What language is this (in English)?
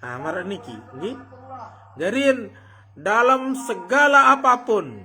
Sasak